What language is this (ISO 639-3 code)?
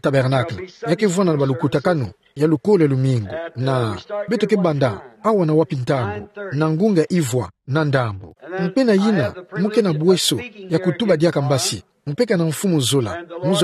ktu